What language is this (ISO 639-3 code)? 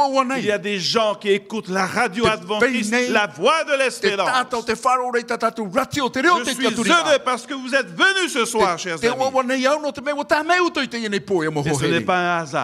tah